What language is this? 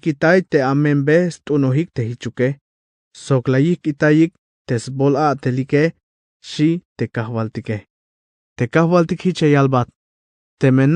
Tzeltal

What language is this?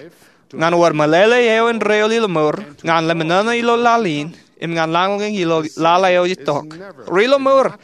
Marshallese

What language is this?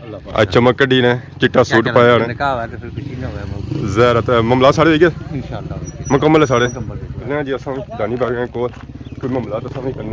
Pahari-Potwari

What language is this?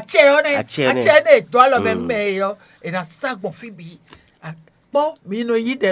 Fon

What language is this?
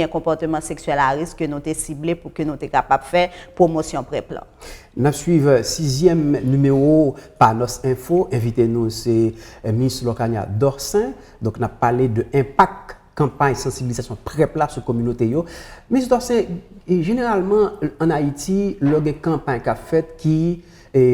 Haitian Creole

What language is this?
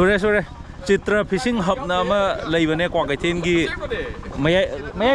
Manipuri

